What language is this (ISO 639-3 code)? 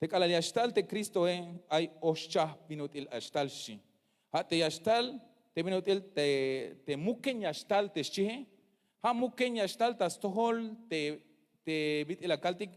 tzh